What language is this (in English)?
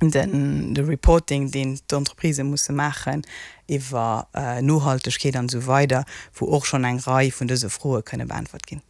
Luxembourgish